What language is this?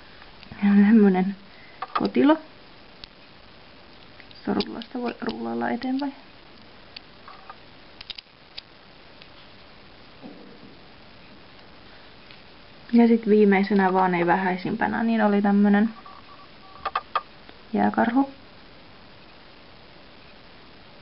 Finnish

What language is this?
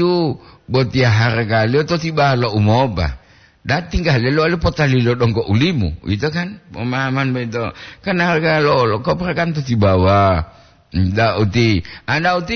Gorontalo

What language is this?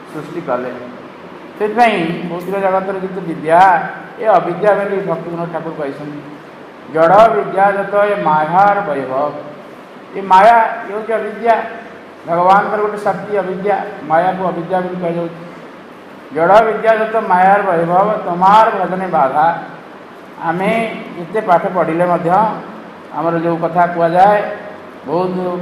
Odia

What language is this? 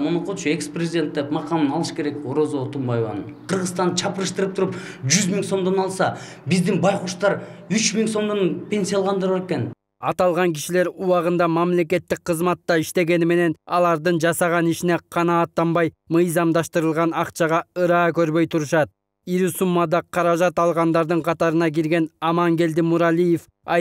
Kyrgyz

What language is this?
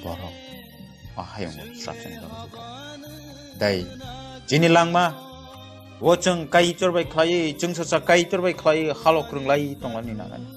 Kok Borok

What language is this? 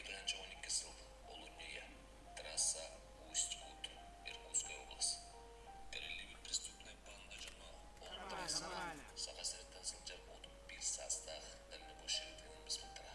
Yakut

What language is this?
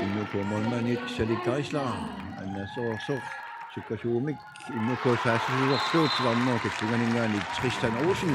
Kalaallisut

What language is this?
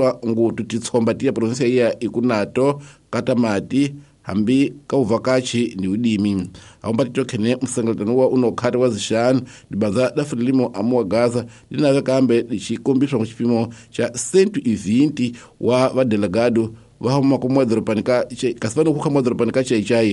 Tsonga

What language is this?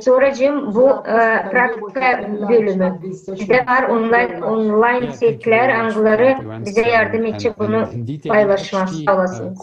Gagauz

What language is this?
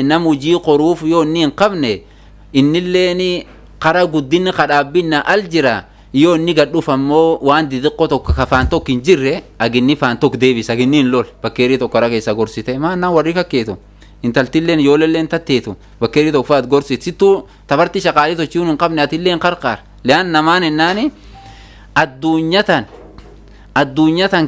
Oromo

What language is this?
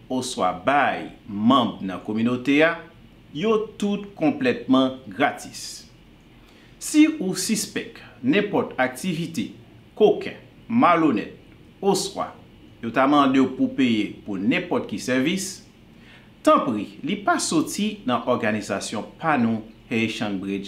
Haitian Creole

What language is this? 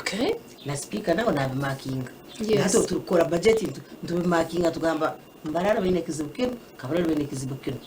Nyankole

